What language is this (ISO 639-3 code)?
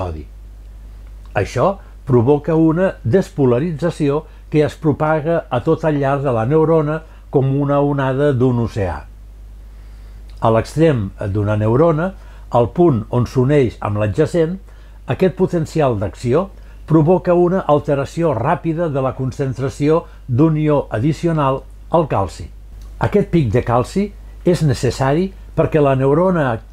cat